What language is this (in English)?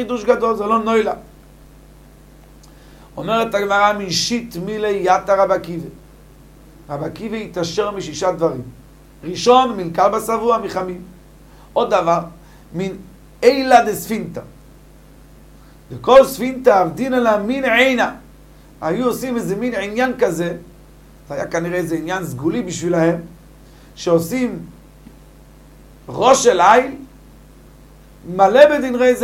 Hebrew